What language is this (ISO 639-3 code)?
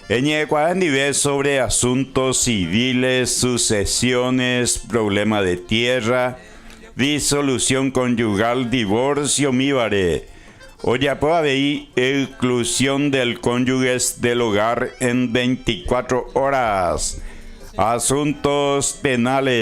grn